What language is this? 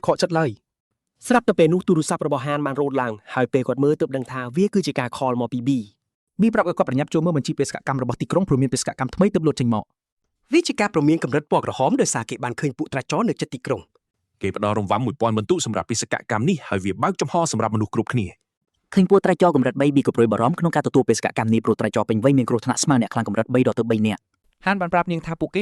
Khmer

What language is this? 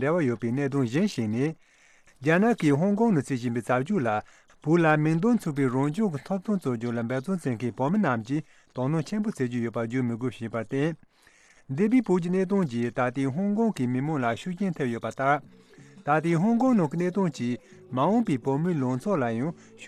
Tibetan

